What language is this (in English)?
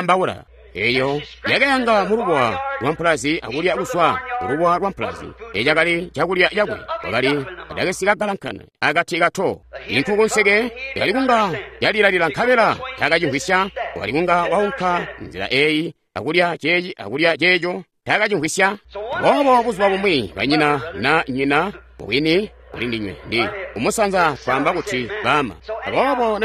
Tonga (Zambia)